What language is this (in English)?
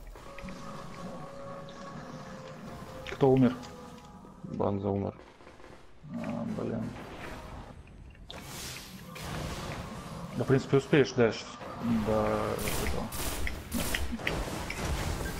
Russian